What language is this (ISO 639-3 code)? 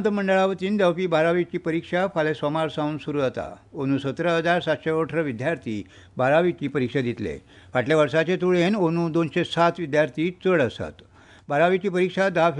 kok